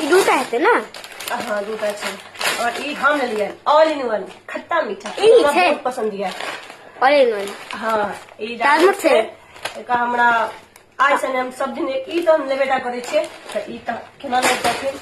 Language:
Maithili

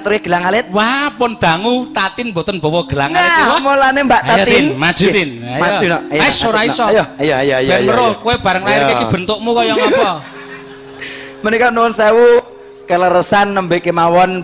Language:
Javanese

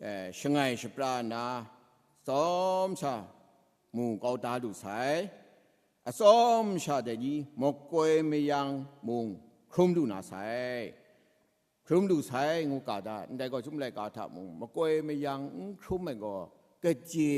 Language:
Kachin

